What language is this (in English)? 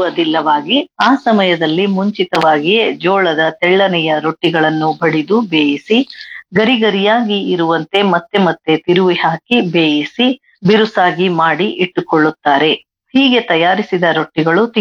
Kannada